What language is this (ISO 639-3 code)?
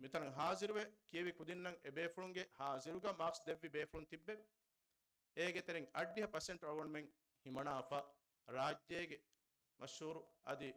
div